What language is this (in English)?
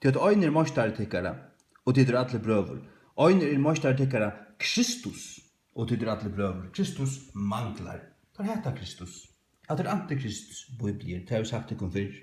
Faroese